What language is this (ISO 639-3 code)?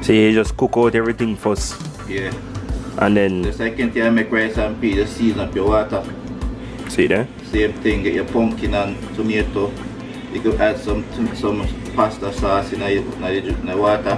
jam